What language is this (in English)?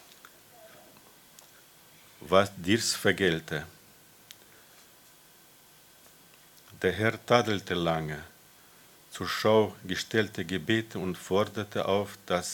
German